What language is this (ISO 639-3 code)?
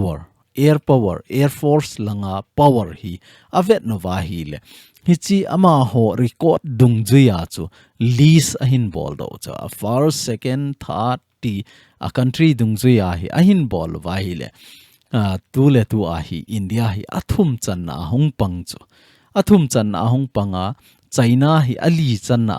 tcz